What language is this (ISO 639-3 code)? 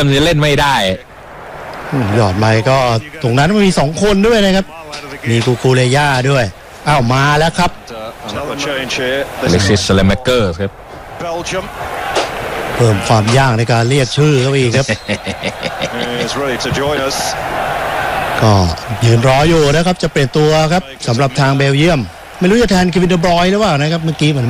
tha